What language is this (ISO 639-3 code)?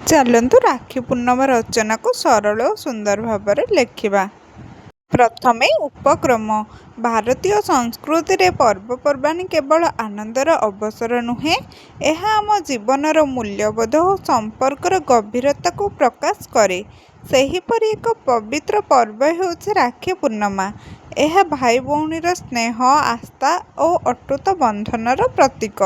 ori